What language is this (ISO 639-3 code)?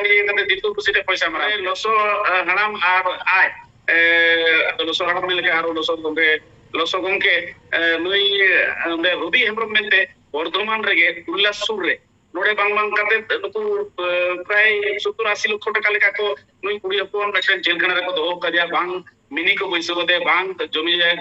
sat